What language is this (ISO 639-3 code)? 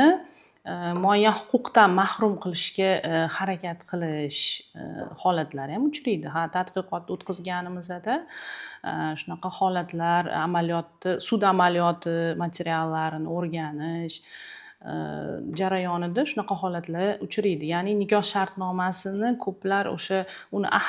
uzb